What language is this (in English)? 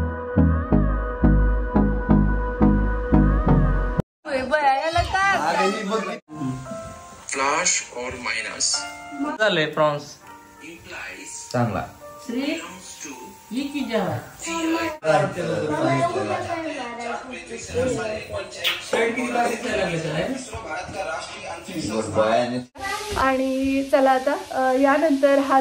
Marathi